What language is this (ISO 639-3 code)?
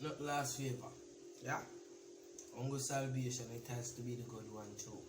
jam